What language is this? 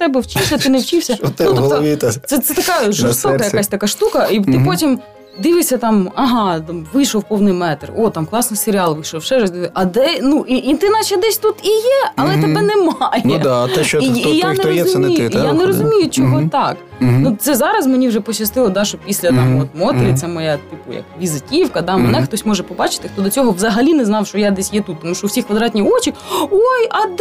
Ukrainian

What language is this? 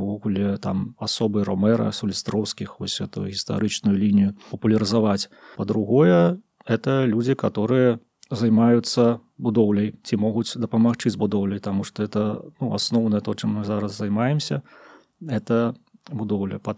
Belarusian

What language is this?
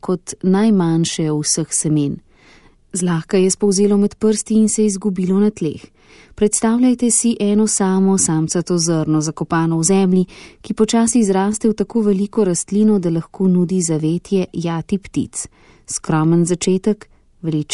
Slovenian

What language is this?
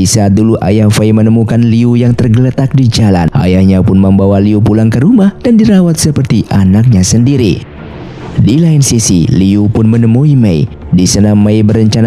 Indonesian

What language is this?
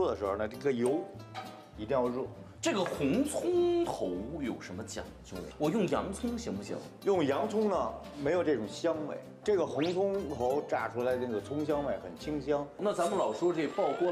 Chinese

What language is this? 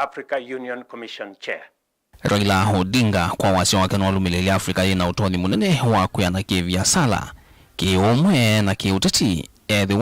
Kamba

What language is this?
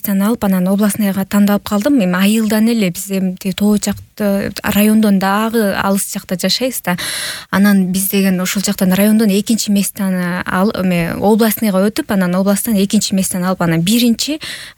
Kyrgyz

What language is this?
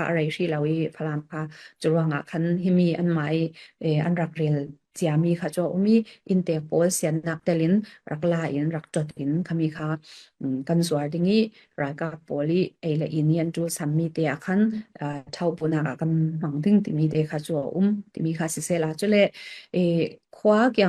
Falam Chin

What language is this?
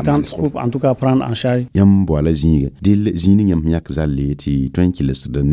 Mossi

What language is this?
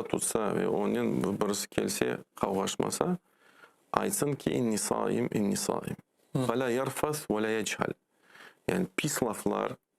Crimean Tatar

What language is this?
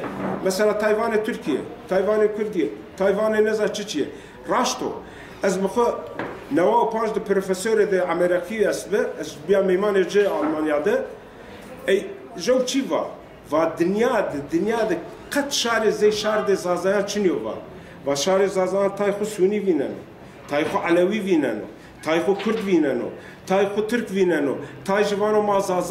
Zaza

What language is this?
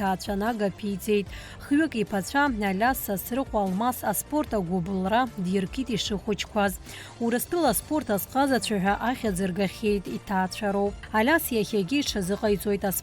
Abkhazian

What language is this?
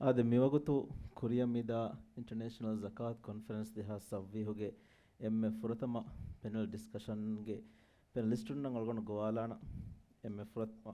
Divehi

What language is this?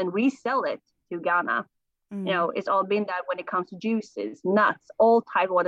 Danish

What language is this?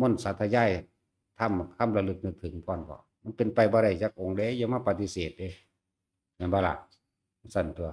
Northeastern Thai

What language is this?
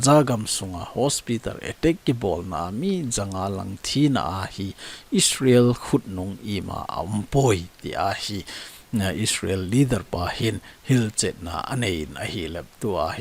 Thado Chin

